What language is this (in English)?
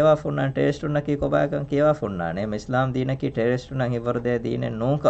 Divehi